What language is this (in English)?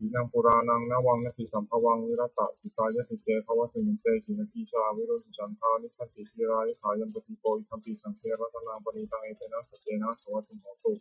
Pali